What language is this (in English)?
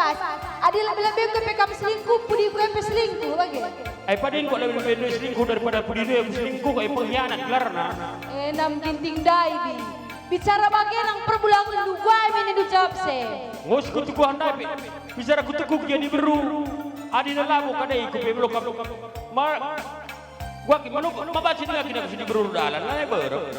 Batak Karo